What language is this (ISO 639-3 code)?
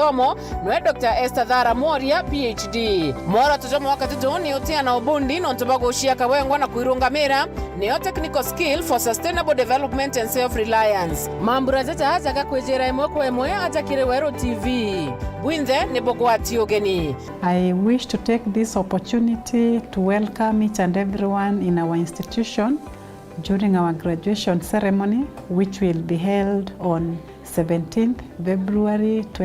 mer